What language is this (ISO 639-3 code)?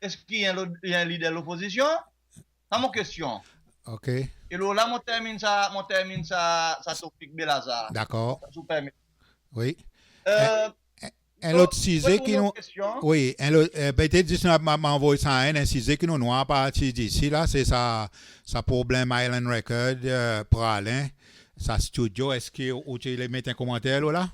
crs